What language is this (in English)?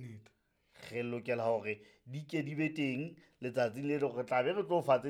Southern Sotho